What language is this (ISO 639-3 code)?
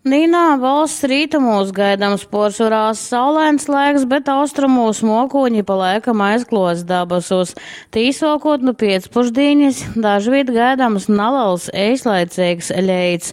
ltg